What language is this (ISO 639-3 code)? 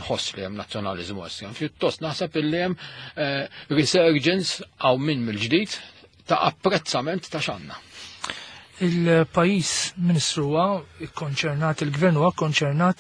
mlt